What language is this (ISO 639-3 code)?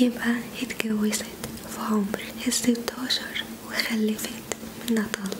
arz